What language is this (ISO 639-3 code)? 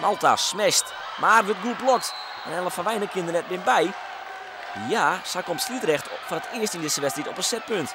fry